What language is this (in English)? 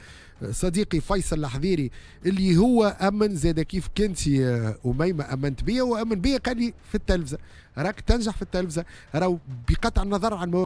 Tunisian Arabic